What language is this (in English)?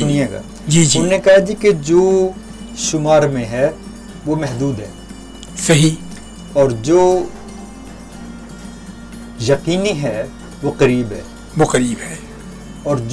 Urdu